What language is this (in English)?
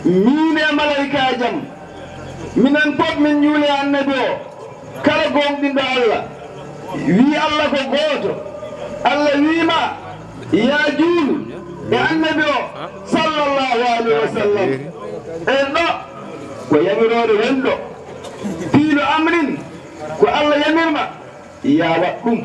Fula